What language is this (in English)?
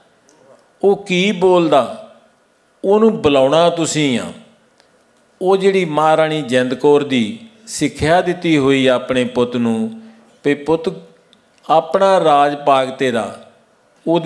Punjabi